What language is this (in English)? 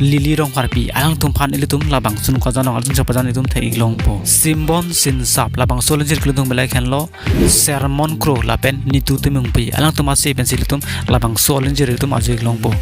Karbi